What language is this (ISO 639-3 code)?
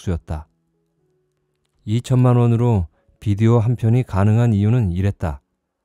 kor